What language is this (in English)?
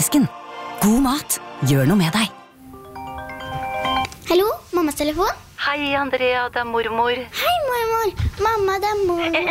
Norwegian